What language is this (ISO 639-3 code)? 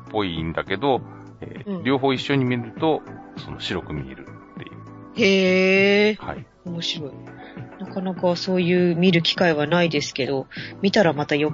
jpn